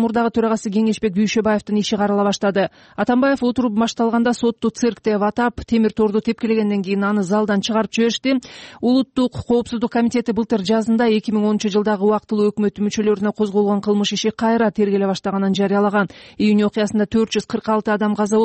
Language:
Kyrgyz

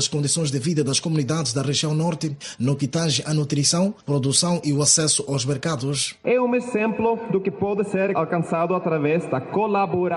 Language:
Portuguese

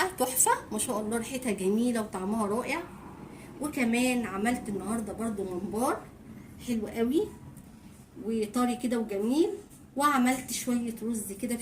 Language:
Egyptian Arabic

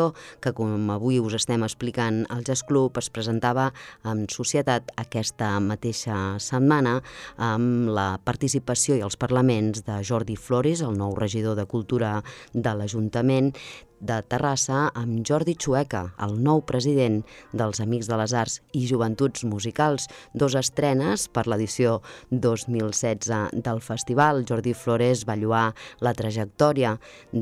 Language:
Catalan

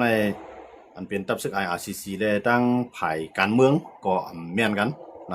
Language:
Shan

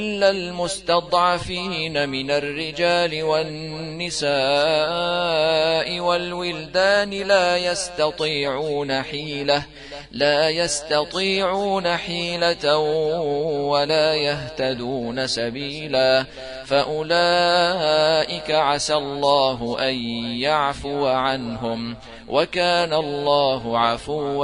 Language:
Arabic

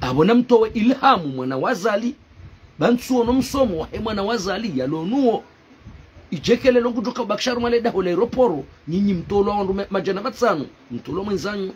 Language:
Ngazidja Comorian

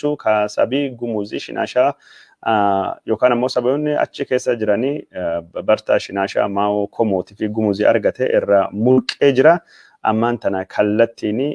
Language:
Oromo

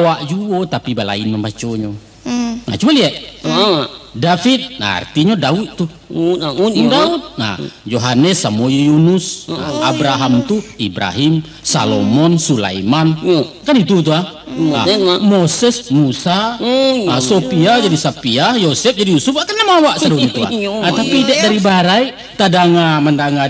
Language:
Minangkabau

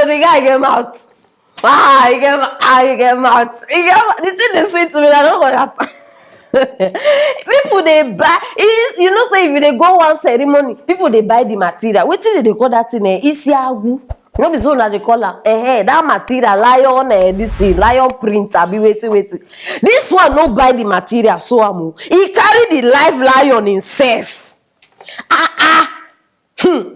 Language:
Nigerian Pidgin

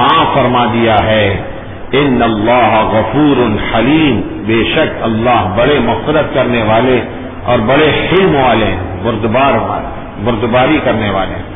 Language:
Urdu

